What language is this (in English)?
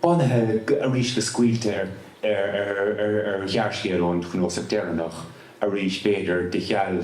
Irish